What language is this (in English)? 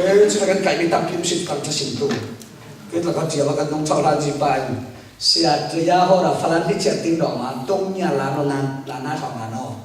Falam Chin